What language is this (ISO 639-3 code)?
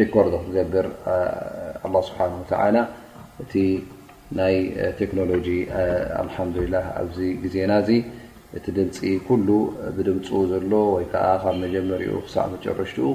tir